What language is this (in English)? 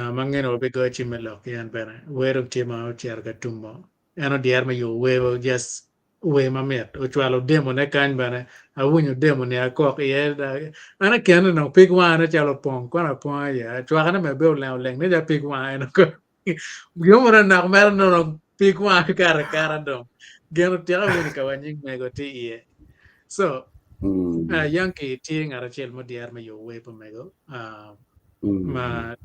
Acoli